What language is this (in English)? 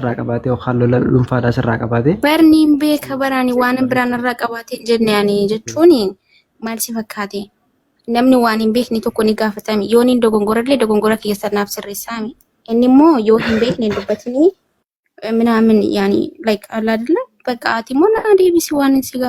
Oromo